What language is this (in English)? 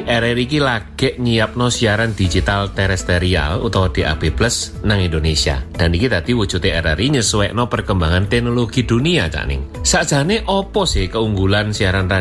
Javanese